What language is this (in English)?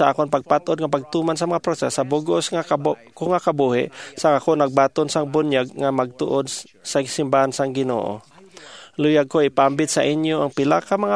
Hiligaynon